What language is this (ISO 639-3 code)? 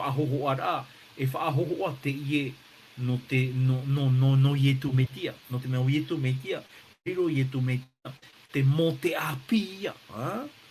tah